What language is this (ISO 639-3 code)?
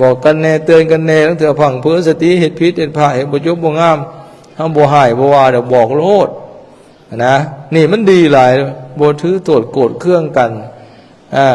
lao